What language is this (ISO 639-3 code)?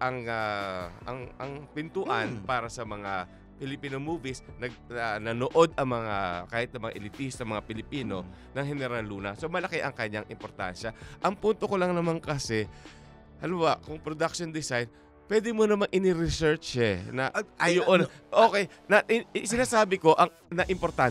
fil